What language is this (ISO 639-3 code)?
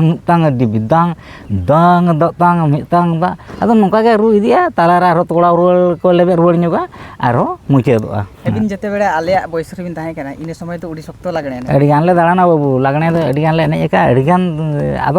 sat